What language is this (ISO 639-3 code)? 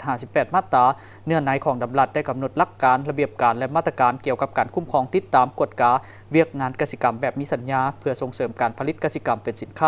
lao